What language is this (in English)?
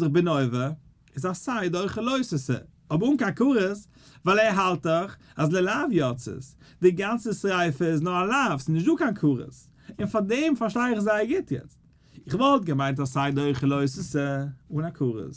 Yiddish